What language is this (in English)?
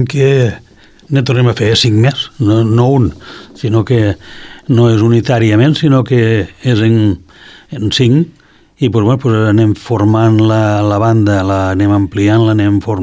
Catalan